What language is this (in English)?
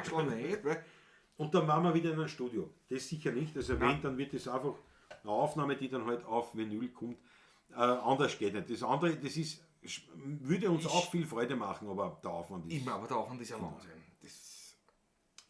Bavarian